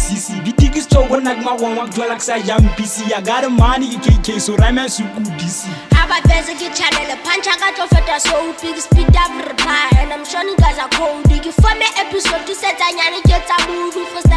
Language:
Southern Sotho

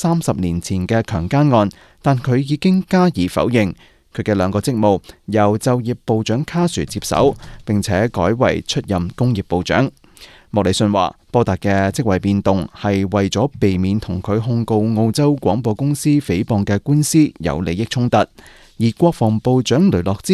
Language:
Cantonese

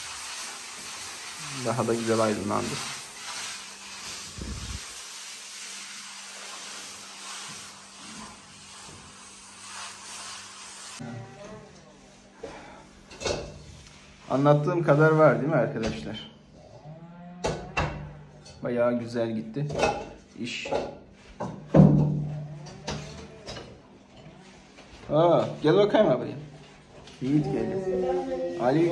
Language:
Turkish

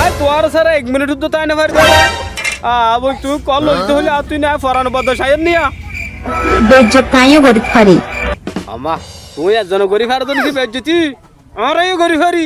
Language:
Rohingya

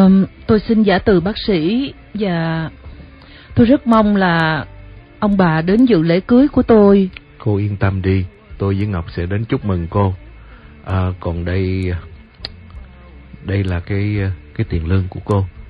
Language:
Vietnamese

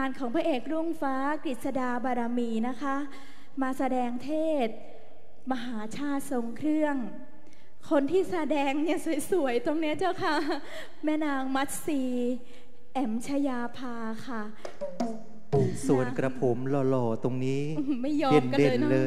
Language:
Thai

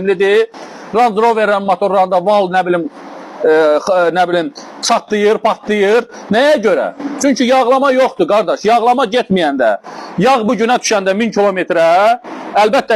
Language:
Azerbaijani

